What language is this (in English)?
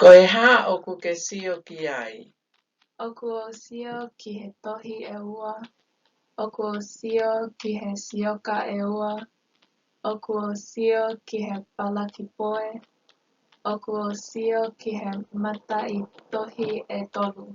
Tongan